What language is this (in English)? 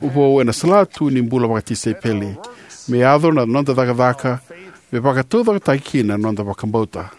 Fijian